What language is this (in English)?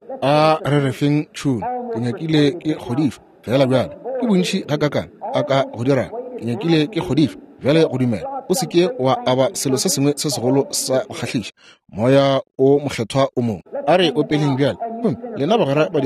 Northern Sotho